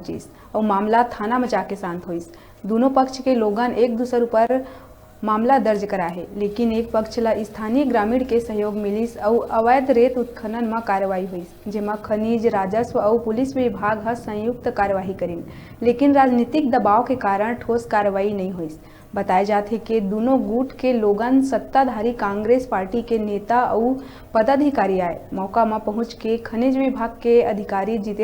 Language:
Chhattisgarhi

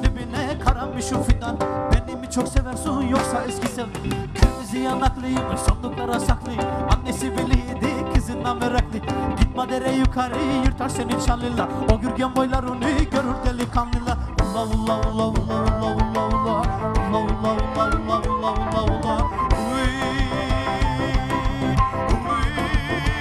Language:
Turkish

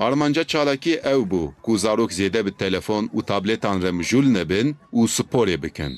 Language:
Kurdish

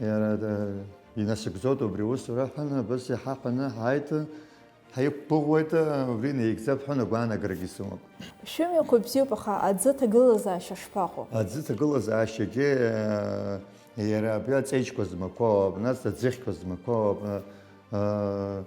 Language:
Abkhazian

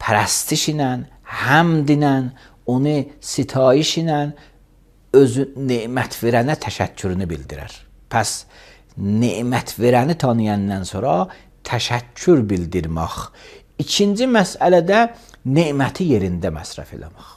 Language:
Azerbaijani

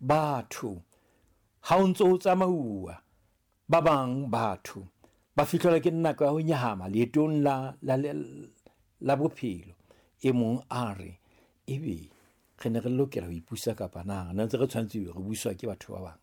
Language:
Southern Sotho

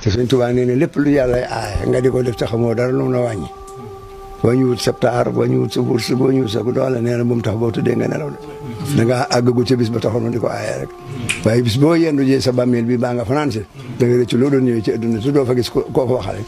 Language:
Wolof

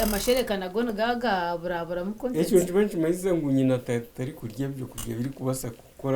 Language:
Nyankole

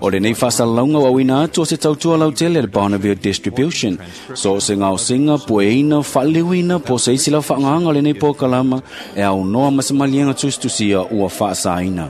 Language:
Samoan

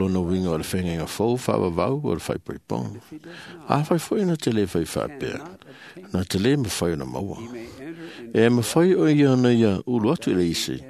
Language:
Samoan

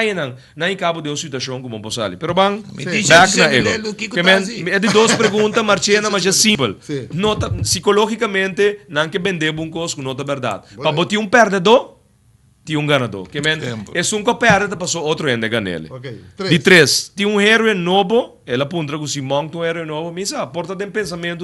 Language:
Papiamento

